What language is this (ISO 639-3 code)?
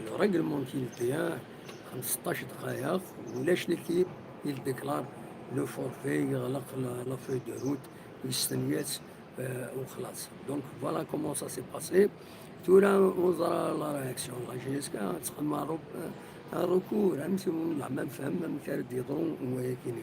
kab